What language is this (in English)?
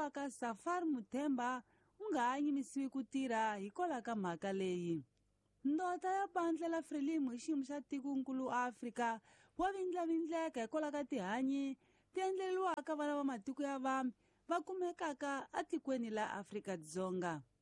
Tsonga